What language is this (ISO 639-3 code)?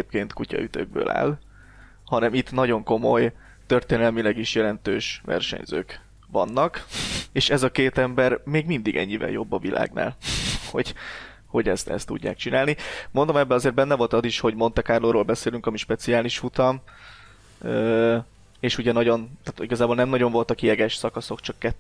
hun